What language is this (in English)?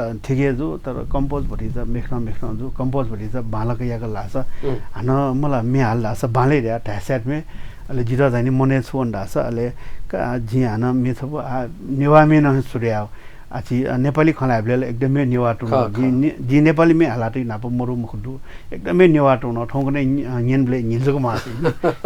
Newari